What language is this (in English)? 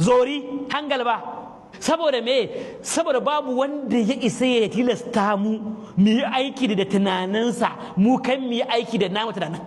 Hausa